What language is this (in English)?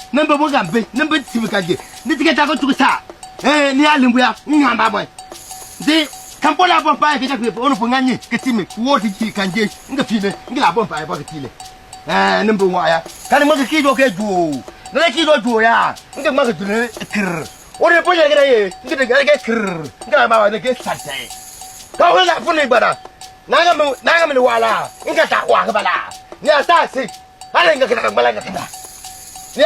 Konkomba